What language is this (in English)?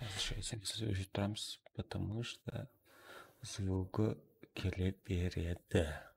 Kara-Kalpak